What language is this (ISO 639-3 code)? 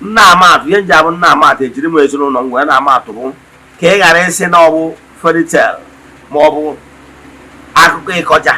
ibo